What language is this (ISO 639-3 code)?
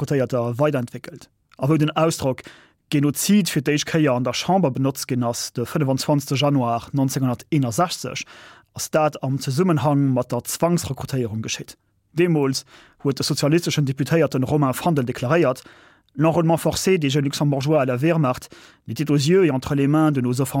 ltz